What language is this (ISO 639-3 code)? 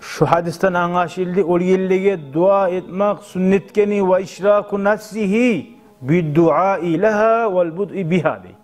kum